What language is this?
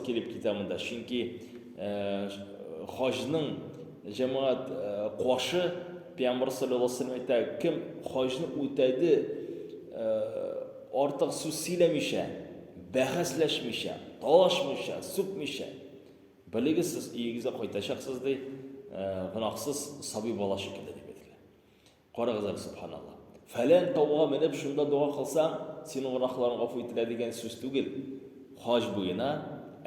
Tatar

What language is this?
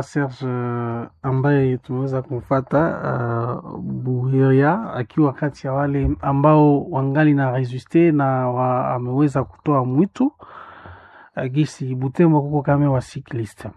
Swahili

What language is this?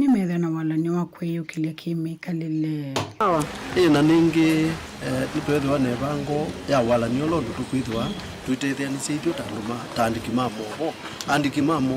Kamba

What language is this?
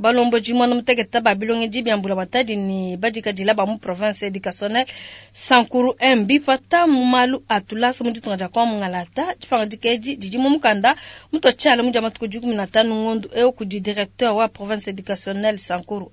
Luba-Lulua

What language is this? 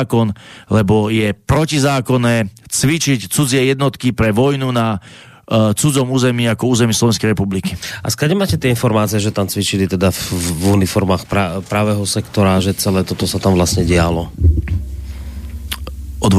Slovak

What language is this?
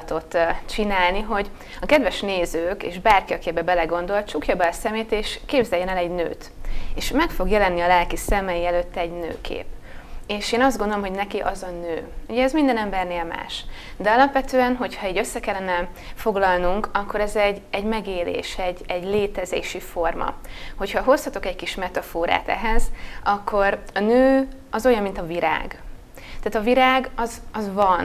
Hungarian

